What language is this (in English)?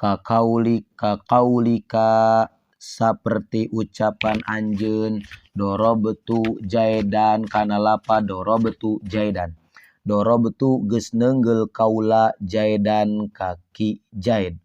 Sundanese